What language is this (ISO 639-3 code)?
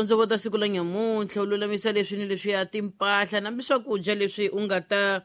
tso